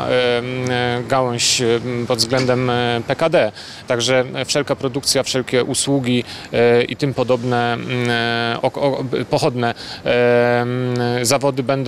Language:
Polish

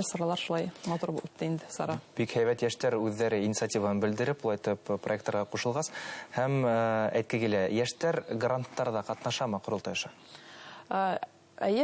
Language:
Bashkir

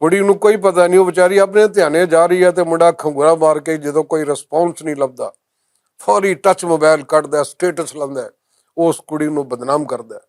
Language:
Western Panjabi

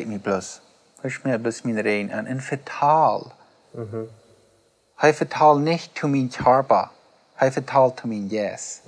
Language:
Plautdietsch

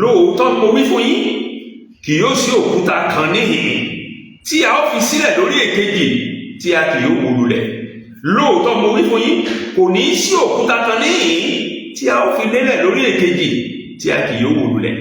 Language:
Yoruba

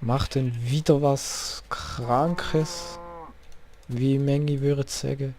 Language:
Swiss German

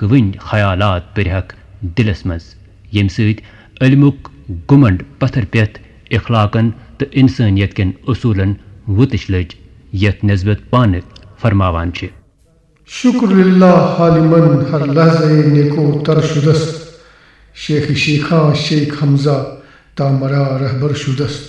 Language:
Kashmiri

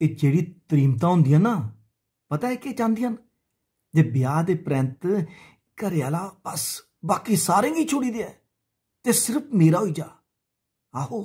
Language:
Dogri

